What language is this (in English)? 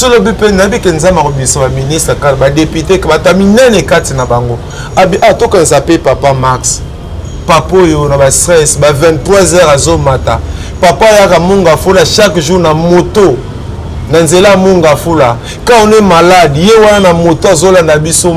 Lingala